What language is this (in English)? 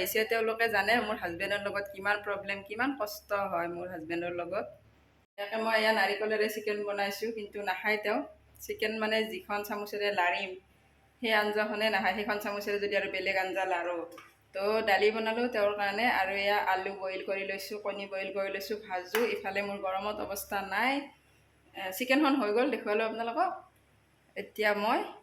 Assamese